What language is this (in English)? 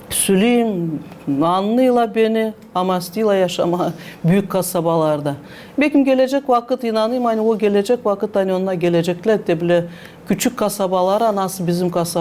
Gagauz